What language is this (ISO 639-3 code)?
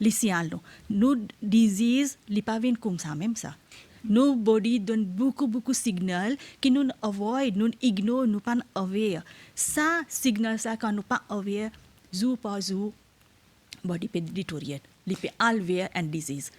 mfe